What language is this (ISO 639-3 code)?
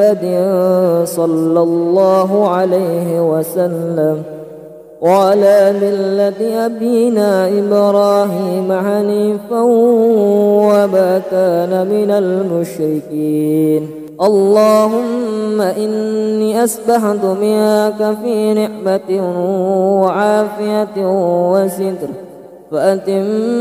ara